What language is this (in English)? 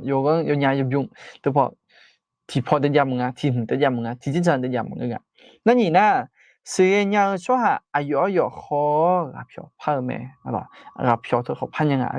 Akha